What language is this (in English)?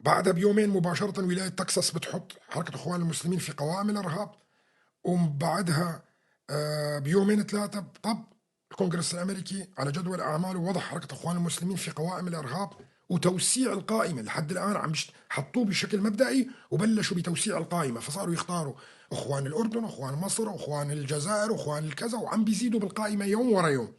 North Levantine Arabic